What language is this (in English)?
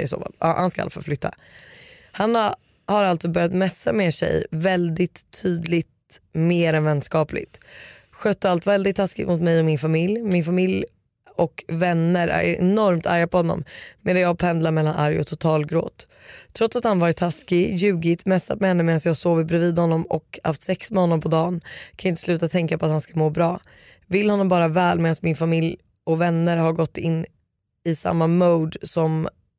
Swedish